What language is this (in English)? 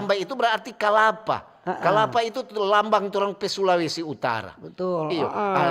Manado Malay